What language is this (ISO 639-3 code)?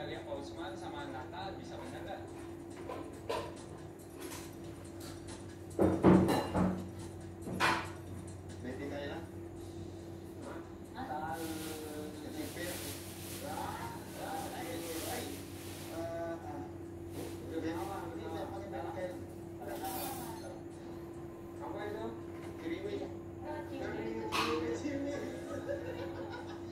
ind